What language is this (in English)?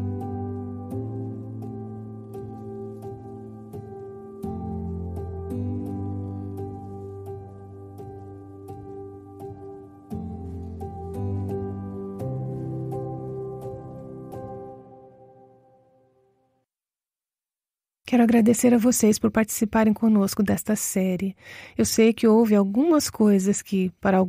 Portuguese